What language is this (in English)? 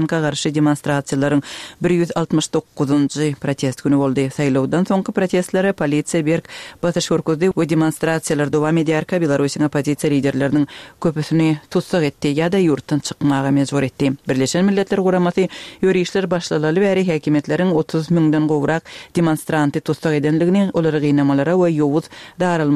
Turkmen